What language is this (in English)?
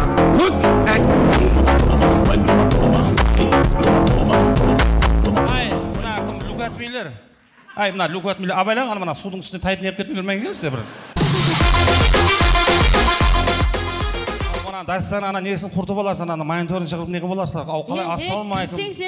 Kazakh